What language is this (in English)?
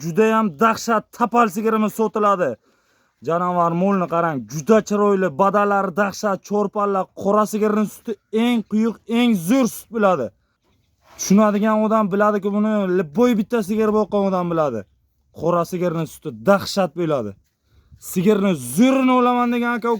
Uzbek